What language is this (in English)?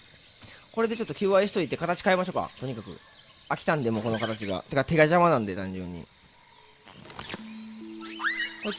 Japanese